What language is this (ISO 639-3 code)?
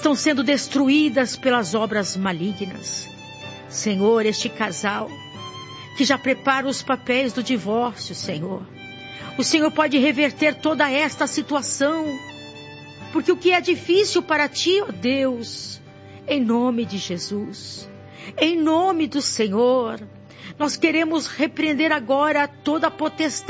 por